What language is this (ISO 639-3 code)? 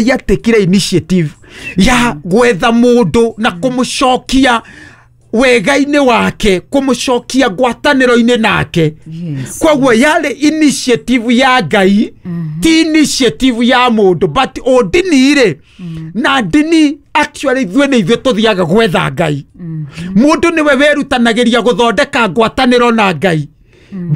kik